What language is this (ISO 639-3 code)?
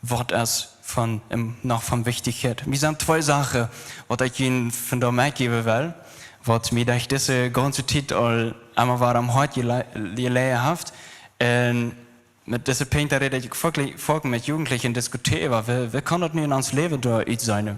pdt